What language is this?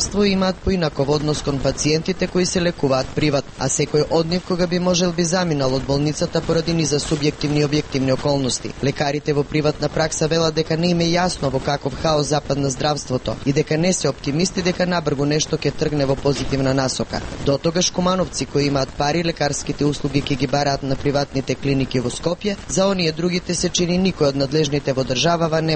Macedonian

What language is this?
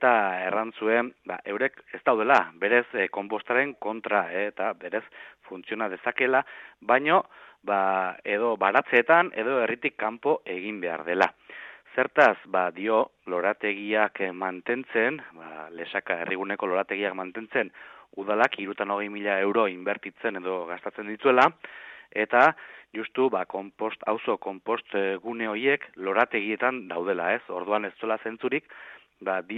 Basque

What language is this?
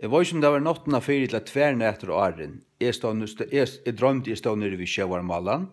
Faroese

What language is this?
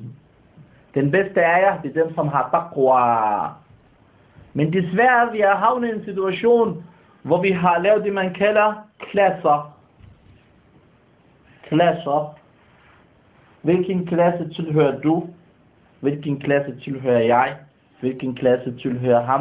Danish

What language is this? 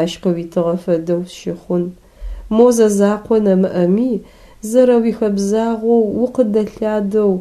Adyghe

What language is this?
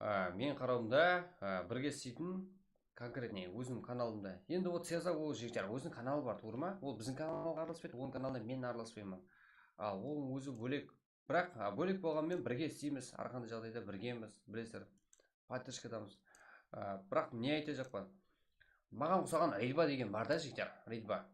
Kara-Kalpak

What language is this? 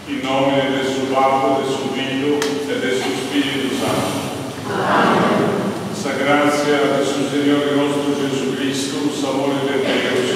Sardinian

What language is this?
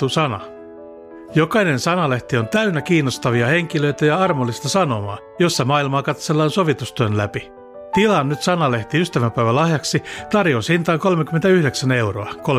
Finnish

